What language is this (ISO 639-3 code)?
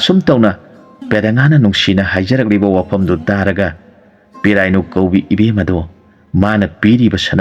mni